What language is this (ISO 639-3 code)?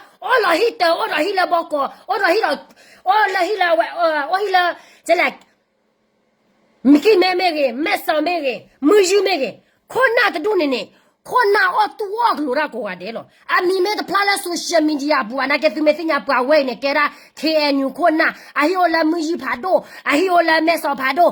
ksw